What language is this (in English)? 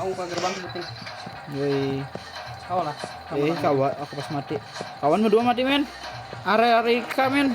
Banjar